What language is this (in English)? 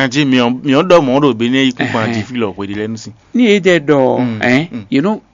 Fon